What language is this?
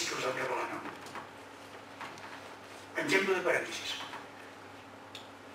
Catalan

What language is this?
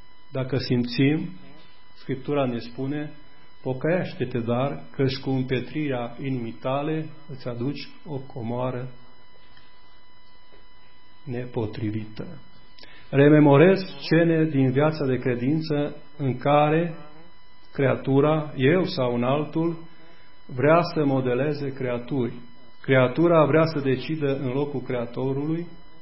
Romanian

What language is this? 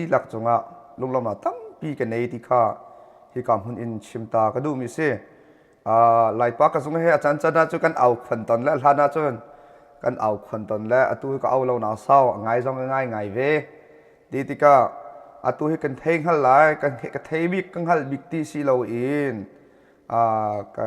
Hakha Chin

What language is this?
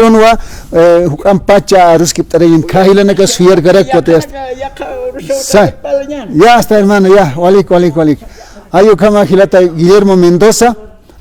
Aymara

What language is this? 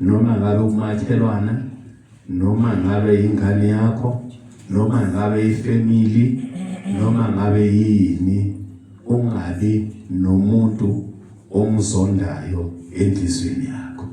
Zulu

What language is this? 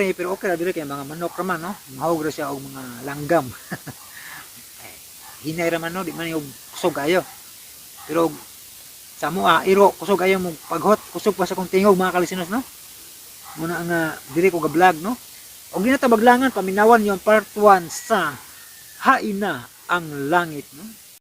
Cebuano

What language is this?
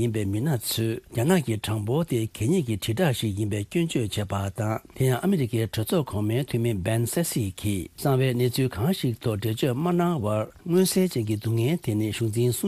Tibetan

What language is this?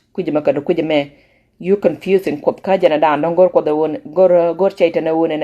Nuer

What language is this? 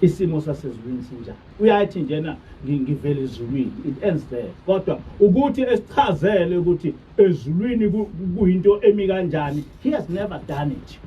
Zulu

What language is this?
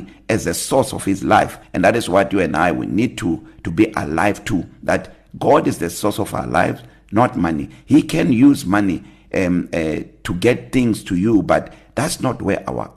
English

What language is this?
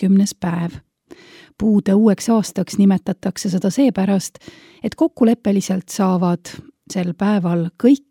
Estonian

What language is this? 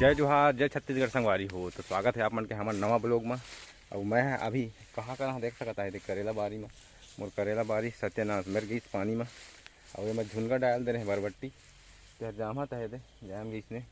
Chhattisgarhi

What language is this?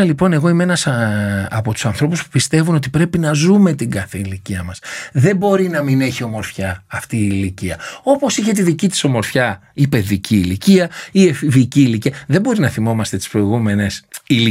Greek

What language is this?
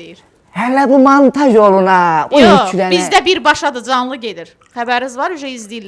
Azerbaijani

